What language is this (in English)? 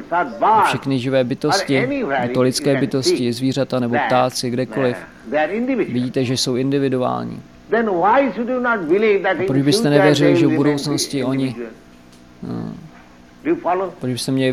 Czech